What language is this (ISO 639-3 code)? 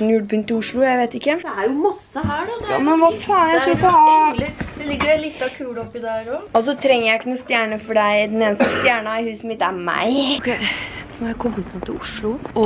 nor